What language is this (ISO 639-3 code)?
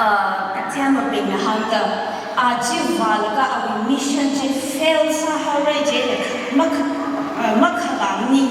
nmf